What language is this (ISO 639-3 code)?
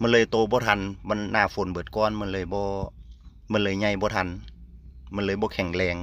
tts